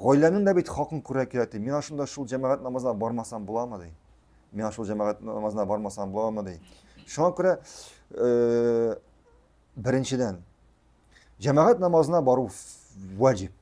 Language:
Tatar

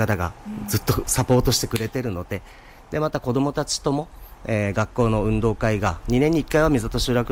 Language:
Japanese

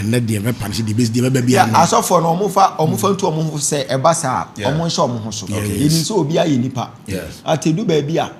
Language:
Akan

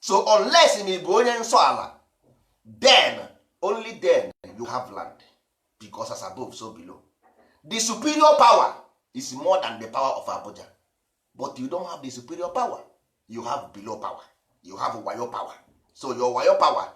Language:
Igbo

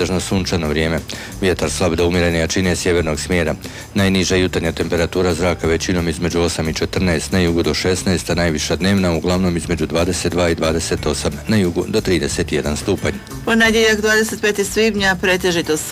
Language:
Croatian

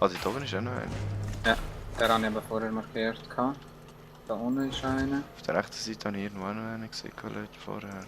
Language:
Swiss German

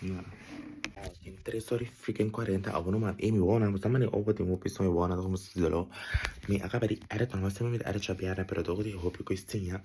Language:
Papiamento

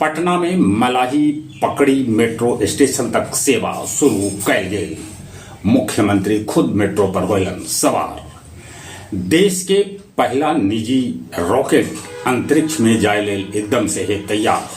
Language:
Magahi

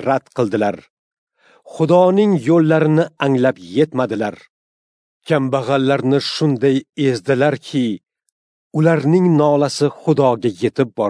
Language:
Uzbek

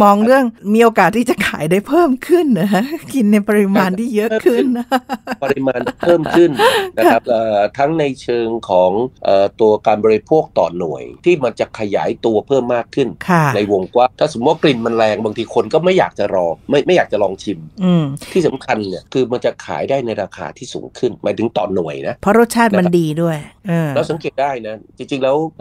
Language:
Thai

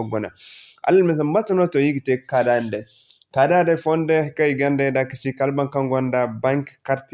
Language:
Zarma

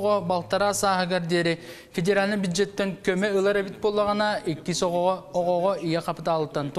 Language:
Yakut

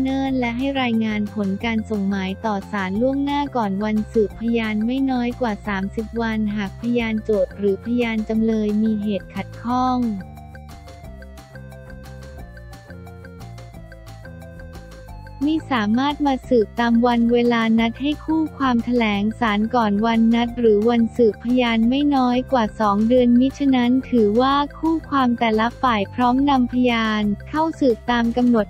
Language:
Thai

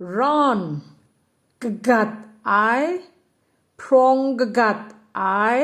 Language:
Kachin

